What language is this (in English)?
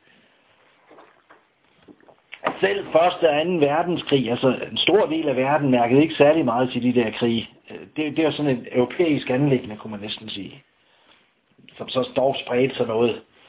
Danish